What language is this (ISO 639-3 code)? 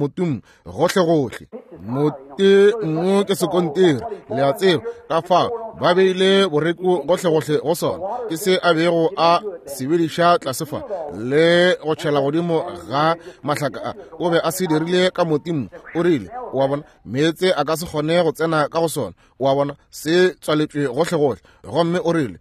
nso